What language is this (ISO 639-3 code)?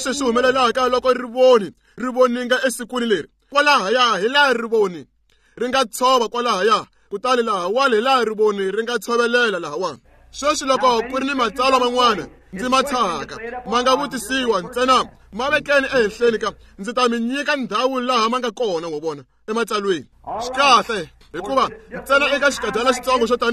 tso